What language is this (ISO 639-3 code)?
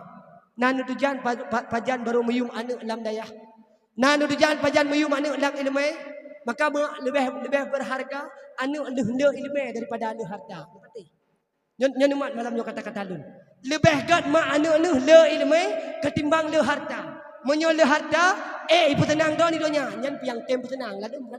ace